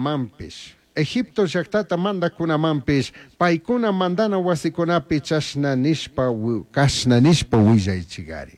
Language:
Chimborazo Highland Quichua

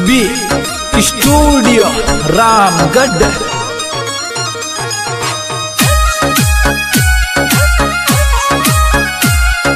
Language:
Rajasthani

